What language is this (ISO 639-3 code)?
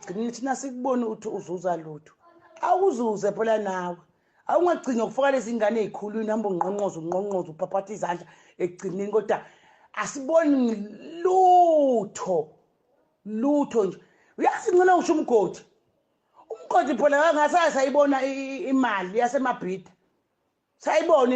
zul